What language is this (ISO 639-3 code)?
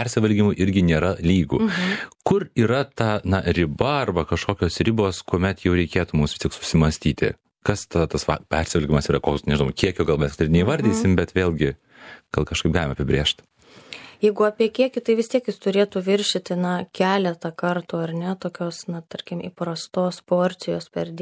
lit